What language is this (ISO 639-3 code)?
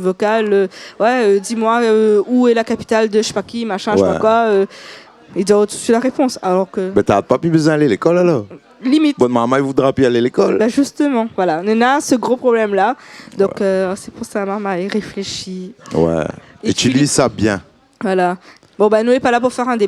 rcf